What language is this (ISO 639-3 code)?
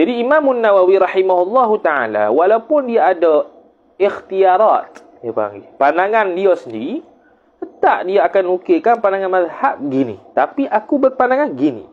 msa